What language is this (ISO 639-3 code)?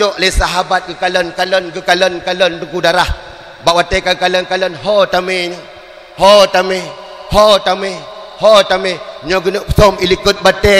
ace